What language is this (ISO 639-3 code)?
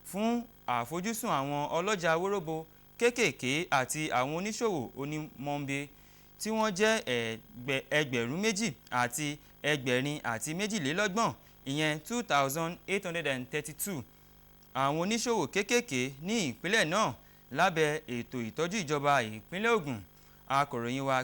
yor